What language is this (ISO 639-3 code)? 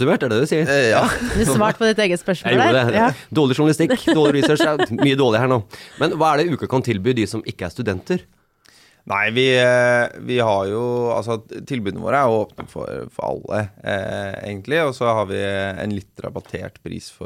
nor